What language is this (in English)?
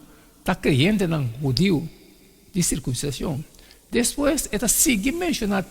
Papiamento